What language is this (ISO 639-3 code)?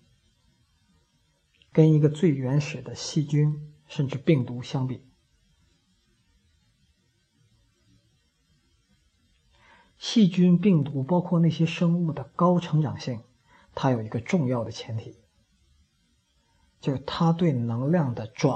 zho